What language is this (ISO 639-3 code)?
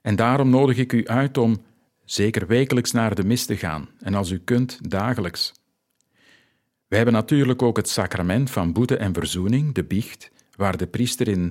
nld